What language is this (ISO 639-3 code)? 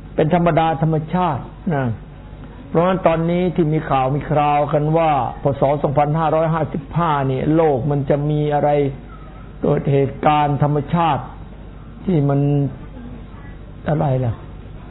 tha